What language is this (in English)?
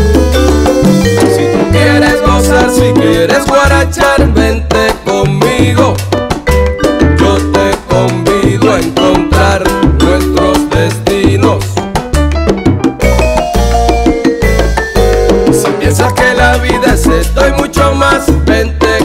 Spanish